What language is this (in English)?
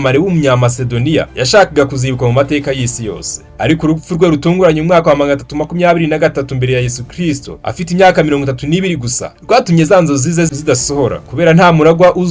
Kinyarwanda